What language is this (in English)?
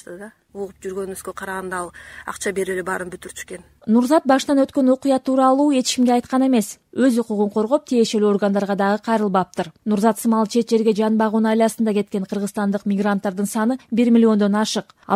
Kyrgyz